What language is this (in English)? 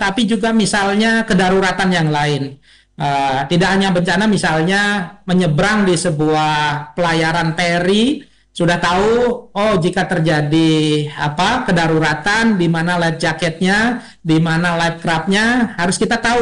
Indonesian